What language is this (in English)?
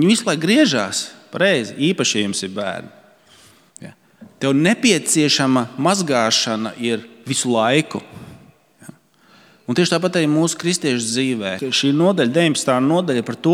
Latvian